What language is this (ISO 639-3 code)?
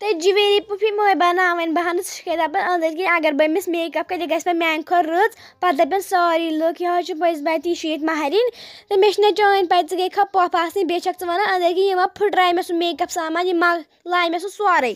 kas